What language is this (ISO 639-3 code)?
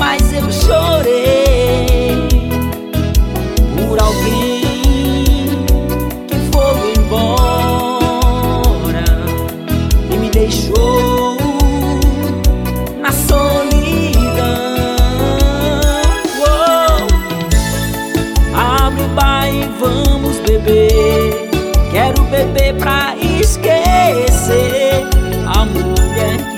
por